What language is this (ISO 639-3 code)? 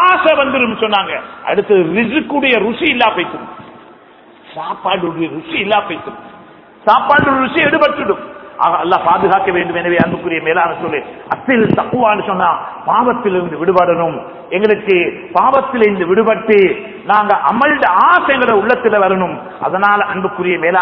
tam